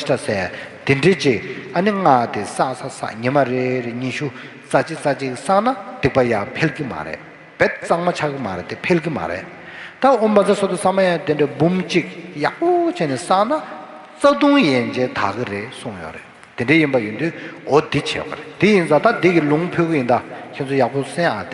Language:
Tibetan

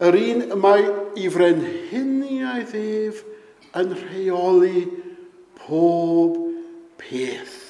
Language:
Welsh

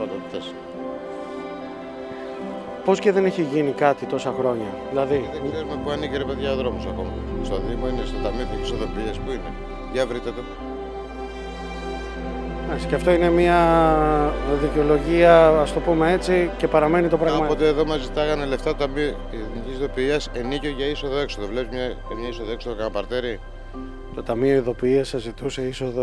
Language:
Greek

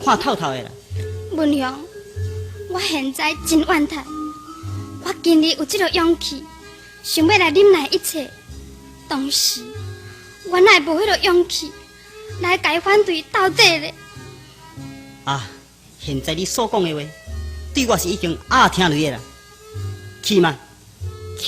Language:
Min Nan Chinese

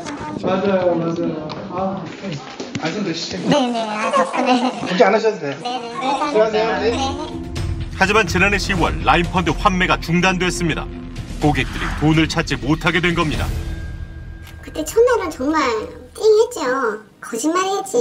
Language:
Korean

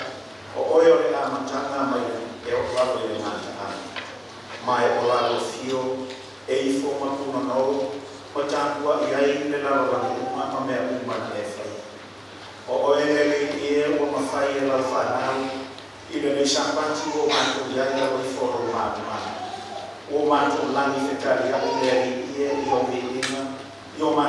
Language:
Samoan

